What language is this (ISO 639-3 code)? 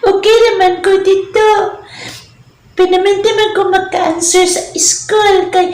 ceb